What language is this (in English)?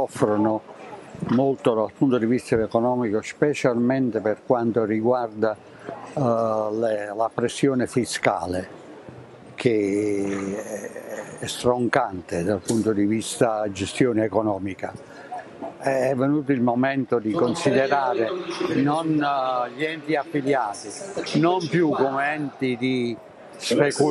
Italian